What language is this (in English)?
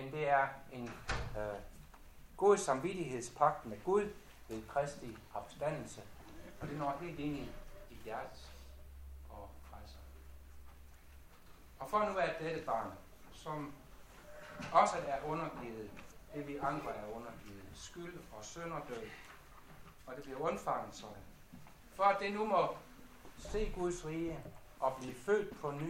Danish